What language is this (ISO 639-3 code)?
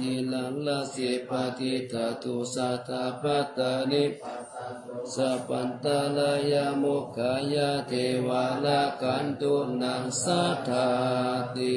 pli